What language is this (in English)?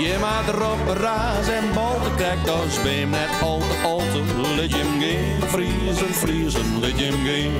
Western Frisian